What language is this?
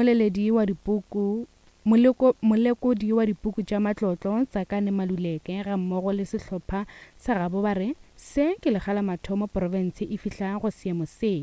Northern Sotho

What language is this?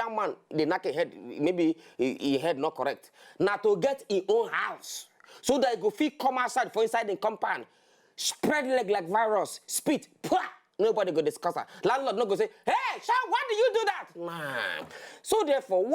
Nigerian Pidgin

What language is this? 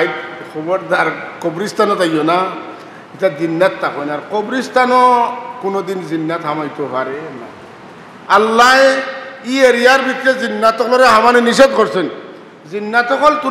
Sylheti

